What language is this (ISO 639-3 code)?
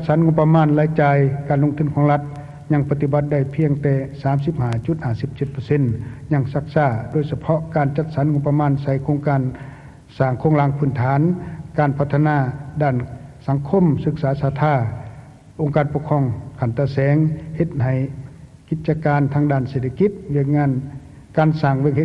lao